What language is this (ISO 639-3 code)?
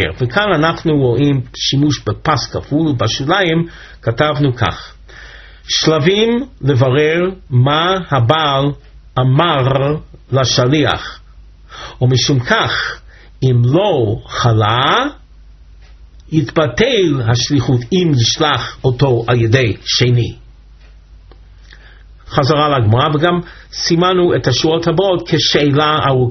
heb